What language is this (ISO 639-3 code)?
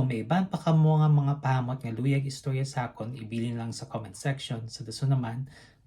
hil